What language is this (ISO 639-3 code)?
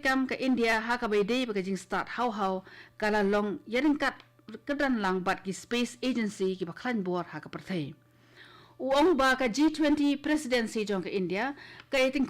kha